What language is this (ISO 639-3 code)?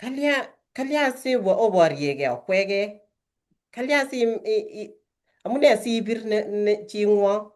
kln